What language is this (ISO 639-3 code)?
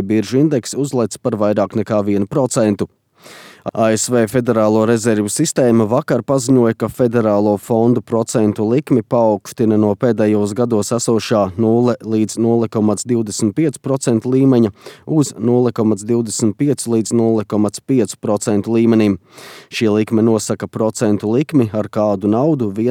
lav